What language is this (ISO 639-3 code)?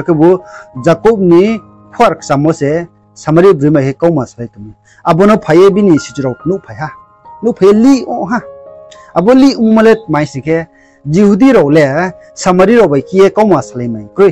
ria